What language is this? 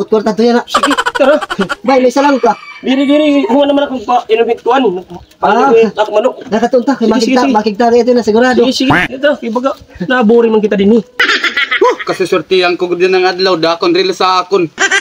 Waray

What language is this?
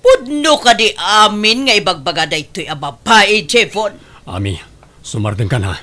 Iloko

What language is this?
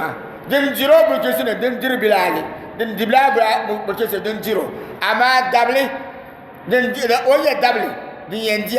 Dagbani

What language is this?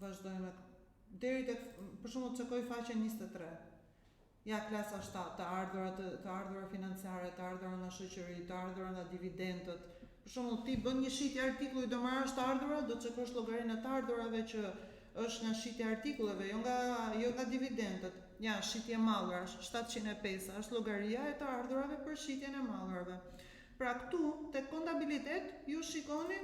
Albanian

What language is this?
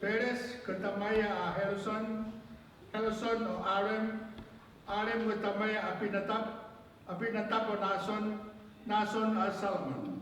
Tongan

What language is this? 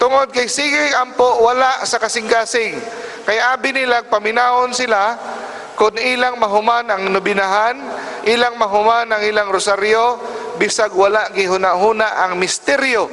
Cebuano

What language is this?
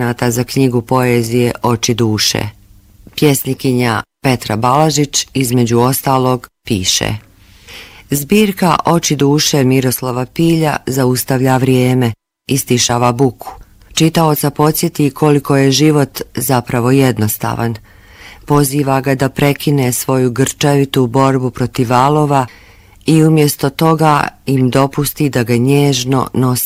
Bosnian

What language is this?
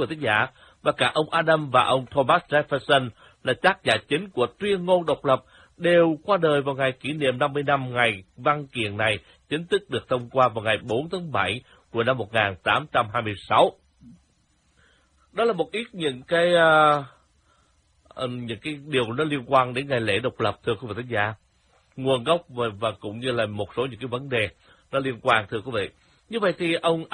Vietnamese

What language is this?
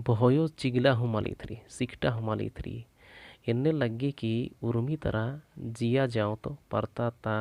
Kurukh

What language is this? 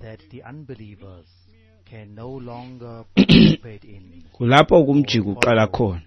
Xhosa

